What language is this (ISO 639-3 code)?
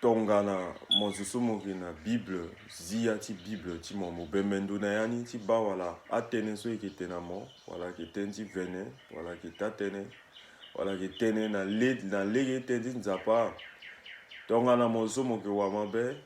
sag